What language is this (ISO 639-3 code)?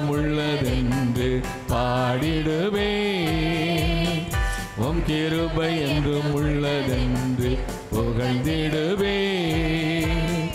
tam